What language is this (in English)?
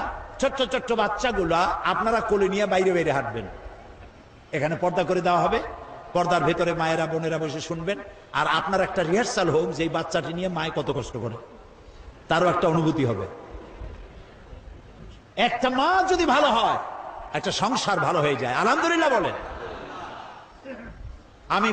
Bangla